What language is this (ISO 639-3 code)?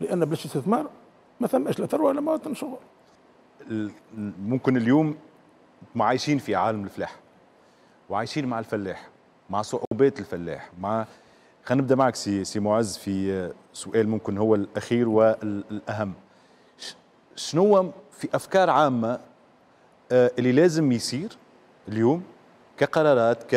aeb